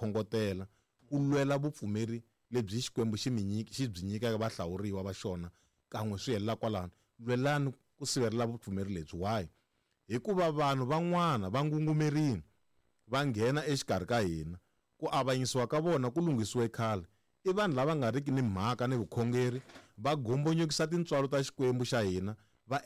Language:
Tsonga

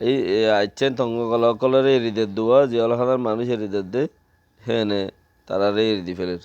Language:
Rohingya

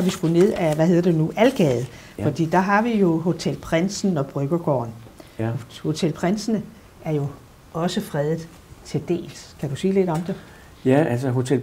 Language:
Danish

